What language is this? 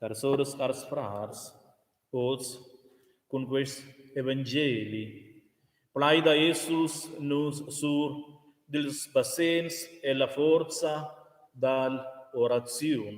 Romansh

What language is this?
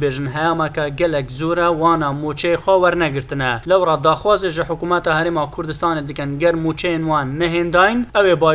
Kurdish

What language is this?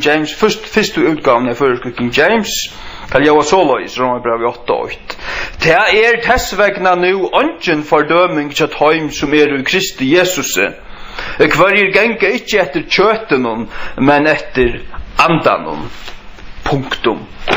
Faroese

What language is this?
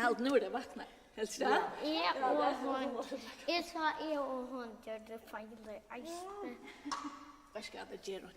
Faroese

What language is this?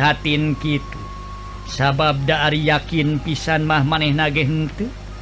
Sundanese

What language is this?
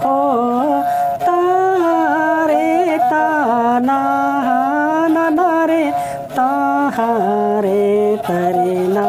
Santali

